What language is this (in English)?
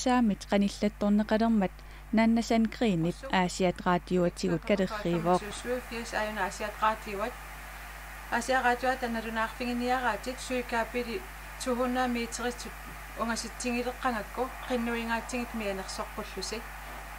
Kalaallisut